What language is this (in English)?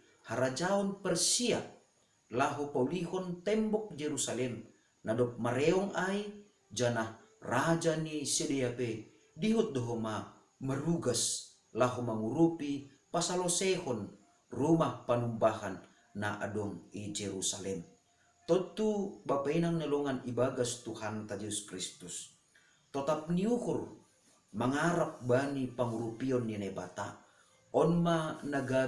Batak Simalungun